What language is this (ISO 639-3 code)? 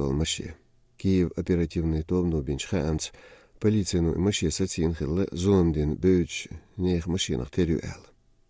che